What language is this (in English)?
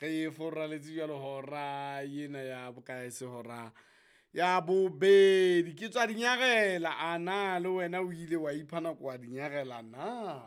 Southern Sotho